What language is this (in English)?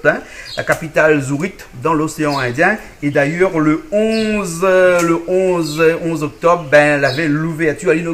Réunion Creole French